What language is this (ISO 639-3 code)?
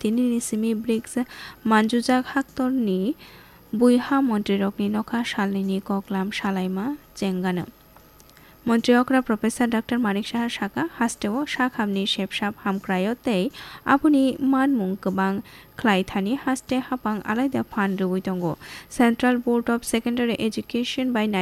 trp